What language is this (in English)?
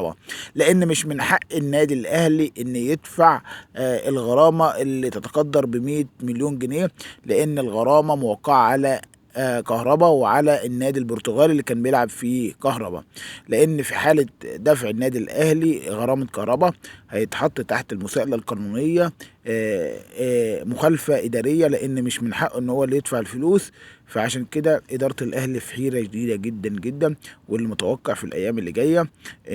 Egyptian Arabic